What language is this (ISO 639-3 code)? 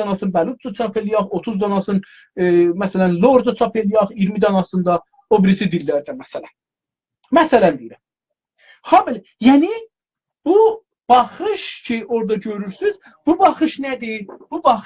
azb